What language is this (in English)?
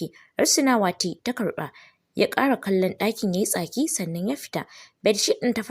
Hausa